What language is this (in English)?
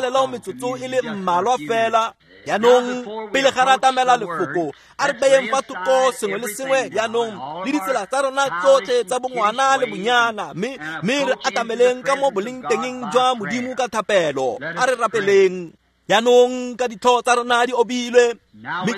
Tswana